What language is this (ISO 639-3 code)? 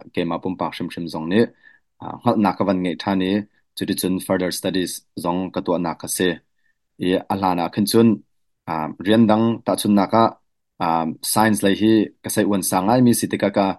cnh